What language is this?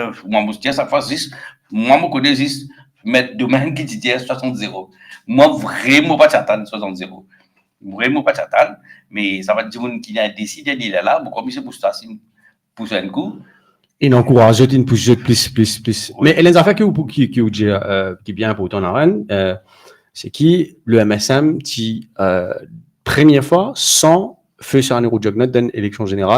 Morisyen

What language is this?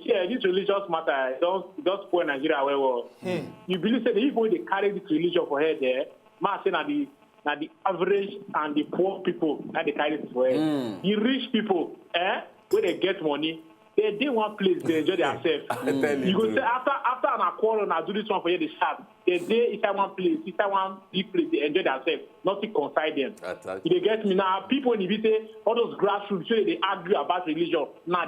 Nigerian Pidgin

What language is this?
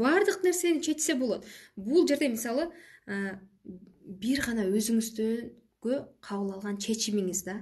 Kyrgyz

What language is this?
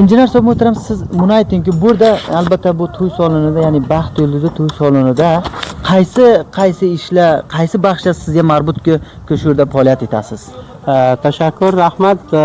Uzbek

